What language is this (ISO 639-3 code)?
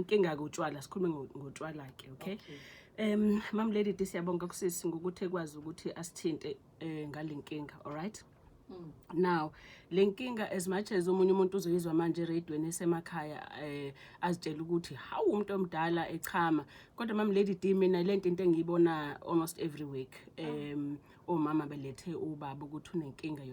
zul